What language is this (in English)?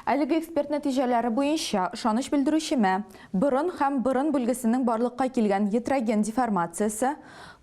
Tatar